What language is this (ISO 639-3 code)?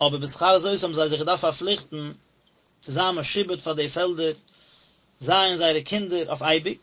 yid